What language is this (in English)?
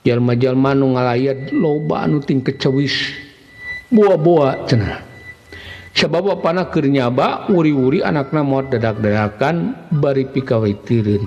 Sundanese